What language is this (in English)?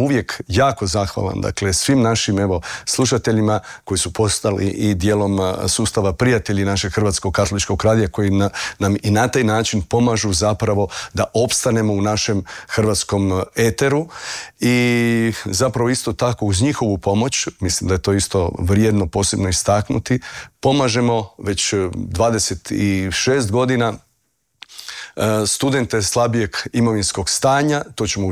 Croatian